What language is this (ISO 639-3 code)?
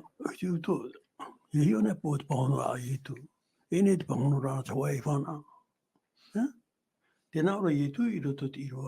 tah